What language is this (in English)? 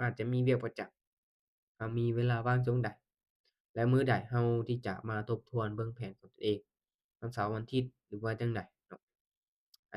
Lao